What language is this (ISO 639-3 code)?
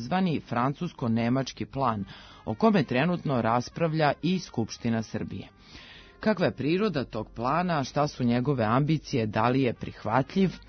srp